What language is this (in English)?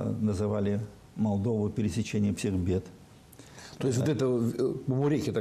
Russian